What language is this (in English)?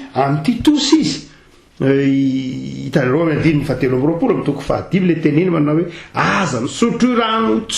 Malagasy